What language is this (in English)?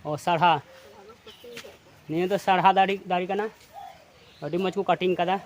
Santali